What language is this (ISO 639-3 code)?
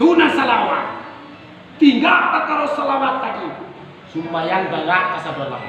min